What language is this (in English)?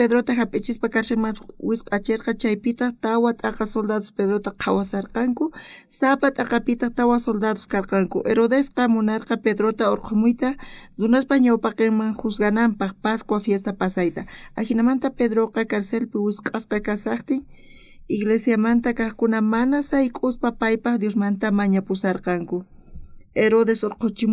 South Bolivian Quechua